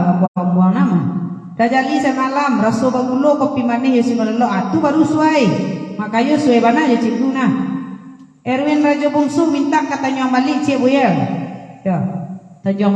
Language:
Minangkabau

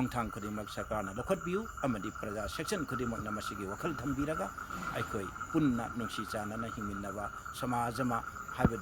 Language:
Manipuri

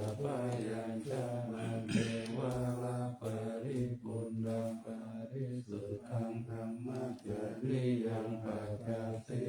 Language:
Pali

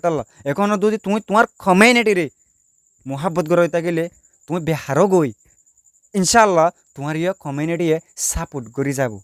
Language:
Rohingya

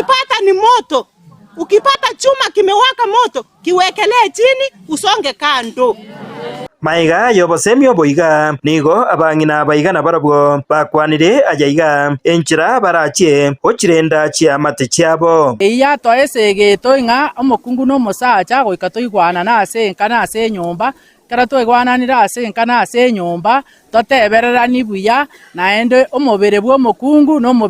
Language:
Gusii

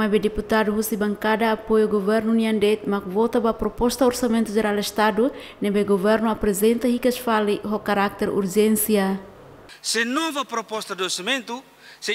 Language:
Tetum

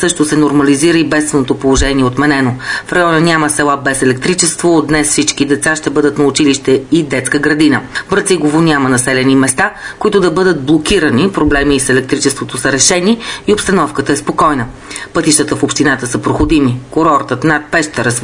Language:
Bulgarian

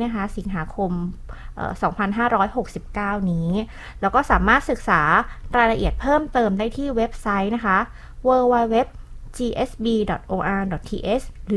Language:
Thai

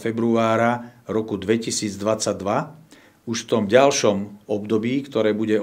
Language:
Slovak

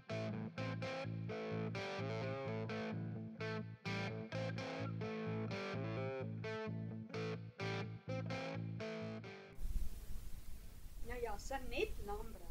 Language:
Afrikaans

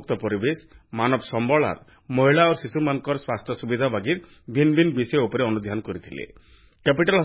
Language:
Odia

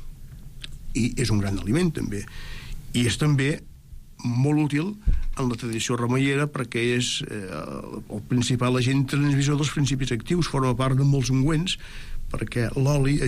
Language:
Catalan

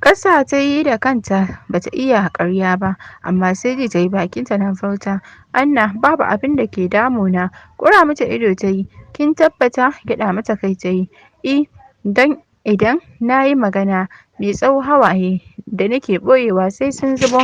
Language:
Hausa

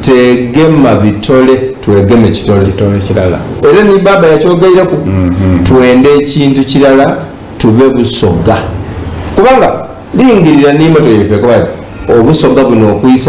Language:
Soga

